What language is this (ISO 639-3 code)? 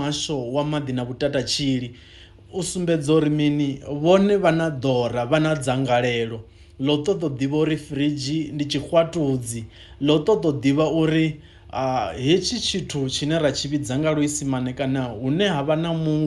ven